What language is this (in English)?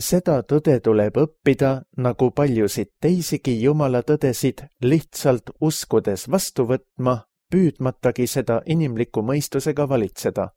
Estonian